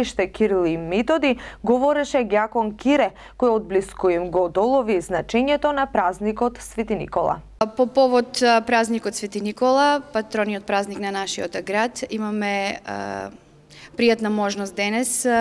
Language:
Macedonian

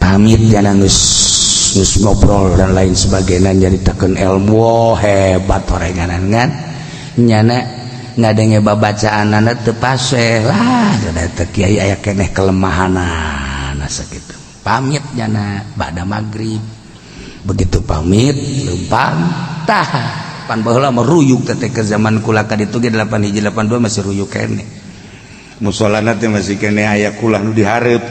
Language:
Sundanese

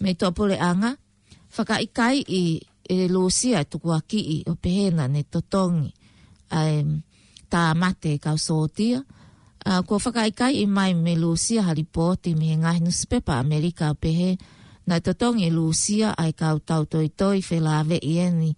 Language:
Tongan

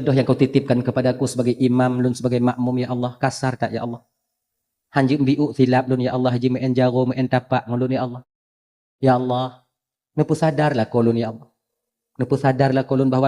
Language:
Achinese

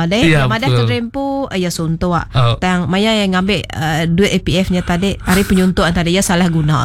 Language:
Iban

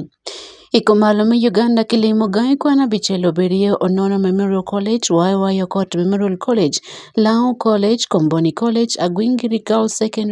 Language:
Acoli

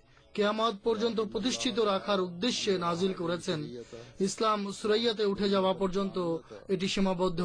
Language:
Bangla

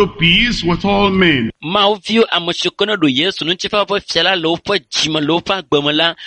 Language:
Ewe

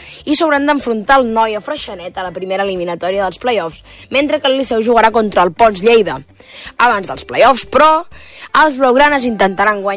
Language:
Catalan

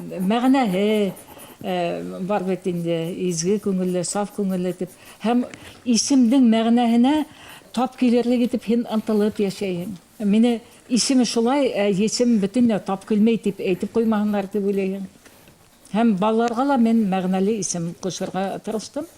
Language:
Bashkir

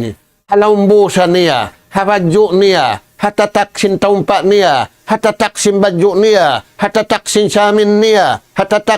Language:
Tausug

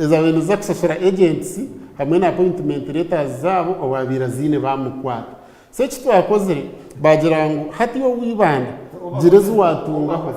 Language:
Nyankole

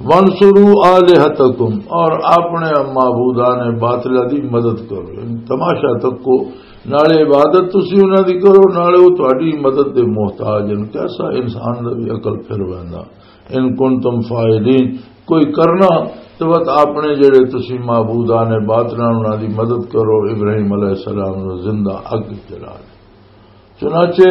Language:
Western Panjabi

